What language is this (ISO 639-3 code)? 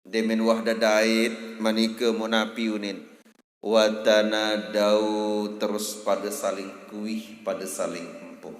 sas